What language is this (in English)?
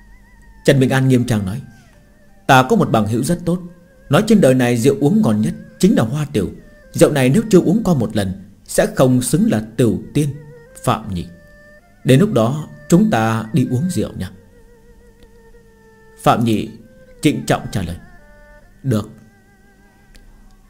Vietnamese